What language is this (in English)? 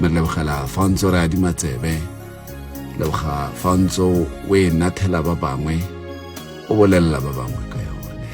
Tswana